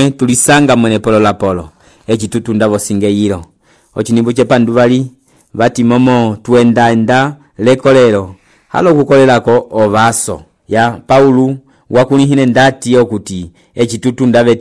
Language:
Umbundu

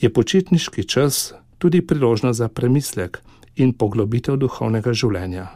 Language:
Slovenian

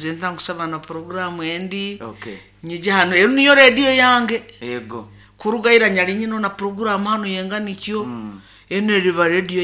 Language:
Nyoro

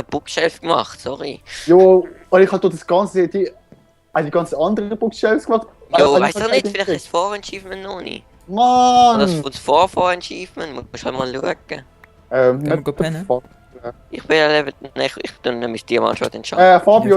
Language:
Swiss German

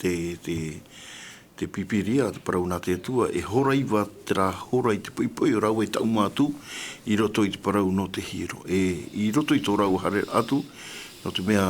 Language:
Tahitian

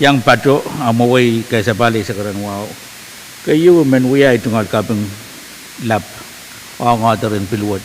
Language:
Pohnpeian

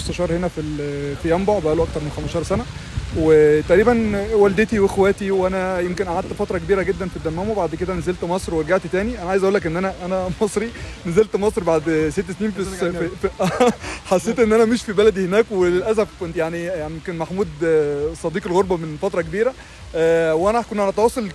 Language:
Egyptian Arabic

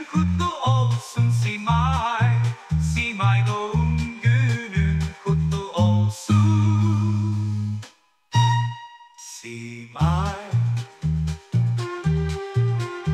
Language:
Turkish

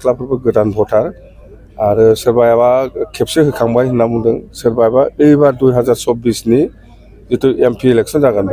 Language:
Bodo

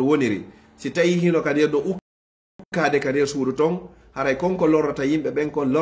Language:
Pular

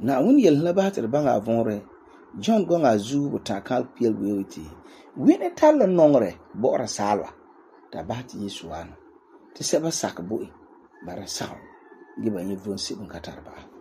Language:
Frafra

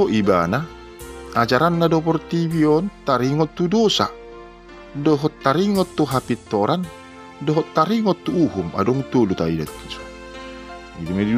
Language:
Batak Toba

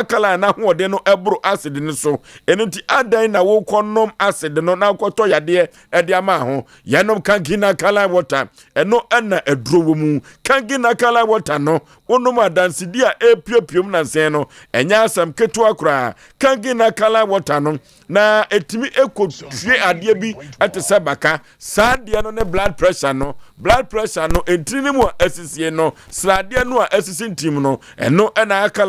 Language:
Akan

